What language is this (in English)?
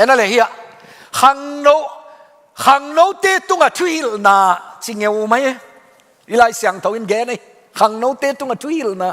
Tedim Chin